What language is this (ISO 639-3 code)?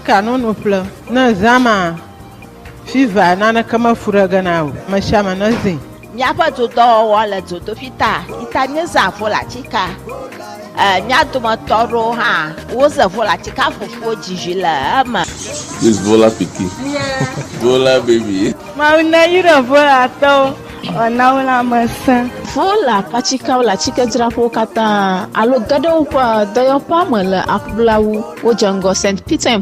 ewe